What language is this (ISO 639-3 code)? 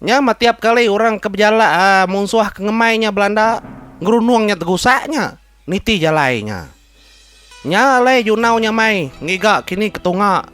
iba